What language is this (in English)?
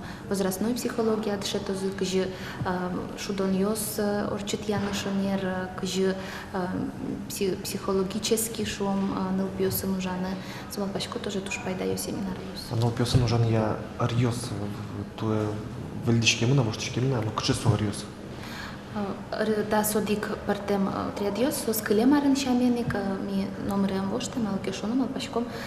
Udmurt